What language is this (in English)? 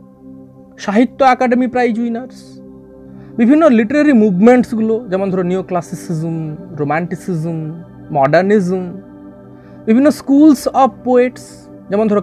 Bangla